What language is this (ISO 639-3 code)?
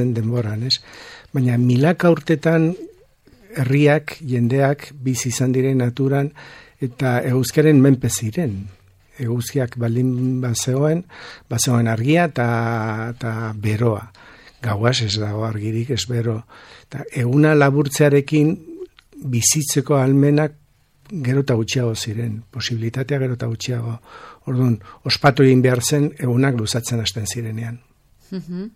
eus